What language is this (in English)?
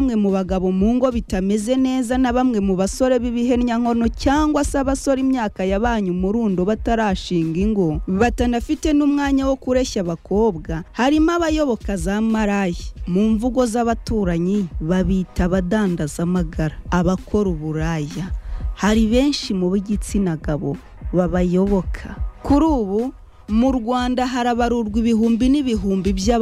Kinyarwanda